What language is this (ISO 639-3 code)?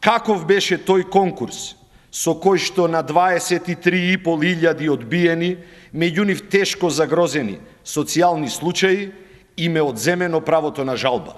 mkd